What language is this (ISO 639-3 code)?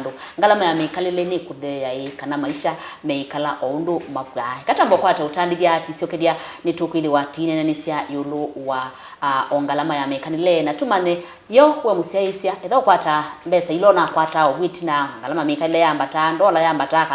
kam